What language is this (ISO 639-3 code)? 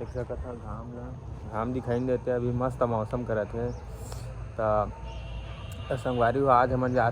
hne